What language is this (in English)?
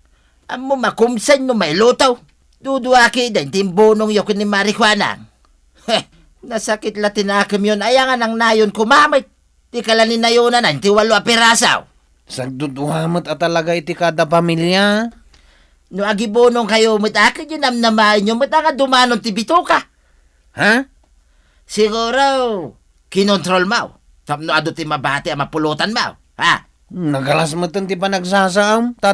Iloko